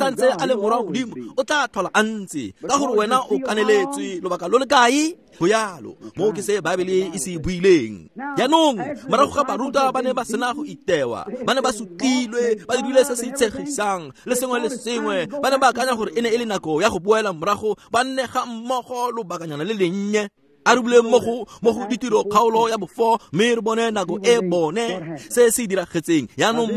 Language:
Tswana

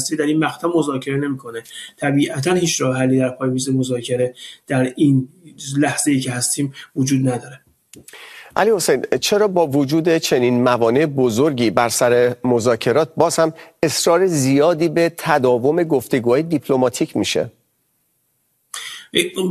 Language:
Persian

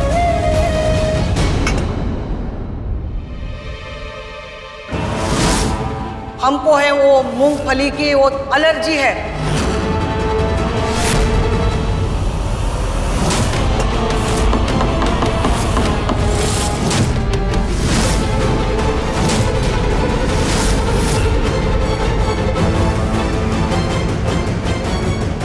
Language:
Hindi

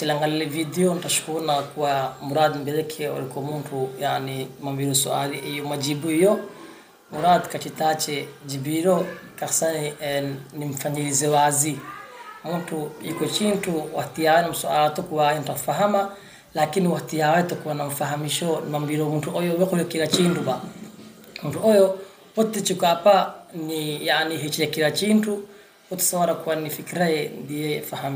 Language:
Swahili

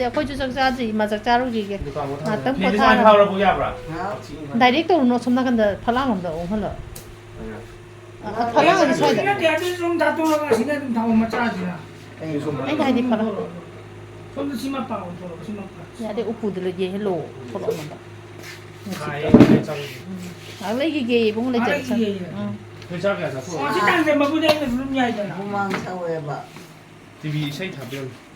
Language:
Manipuri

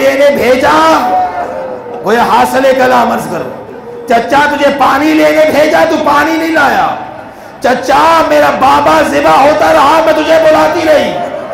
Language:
Urdu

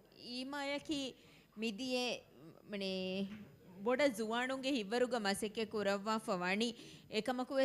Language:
Divehi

